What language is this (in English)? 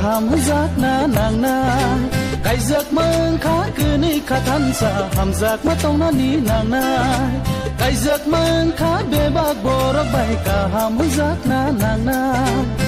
Kok Borok